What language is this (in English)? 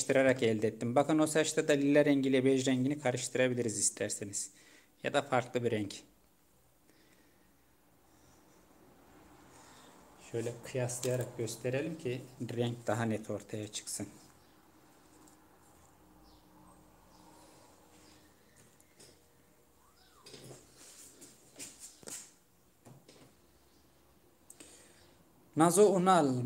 Turkish